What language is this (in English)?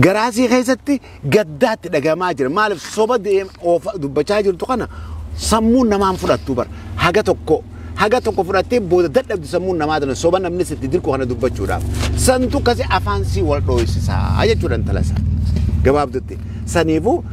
Oromo